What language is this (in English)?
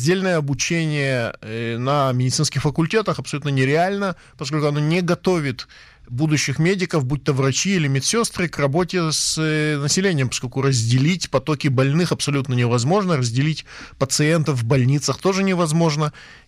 Russian